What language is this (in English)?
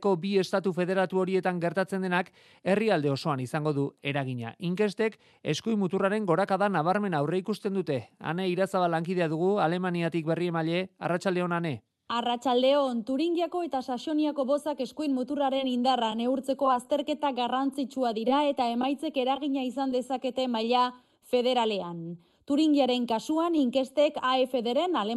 Basque